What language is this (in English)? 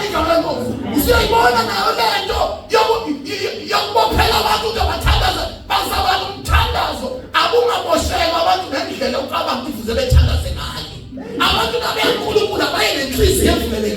Zulu